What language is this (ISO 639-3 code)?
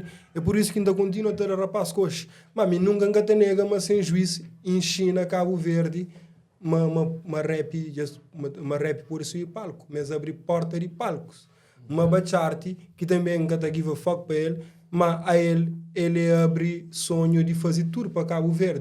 kea